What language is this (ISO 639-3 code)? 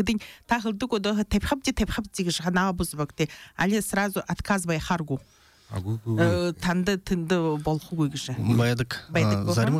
bua